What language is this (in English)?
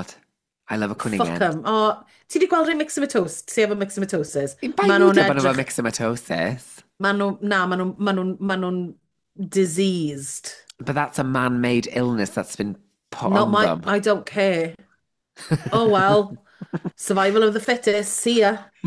Welsh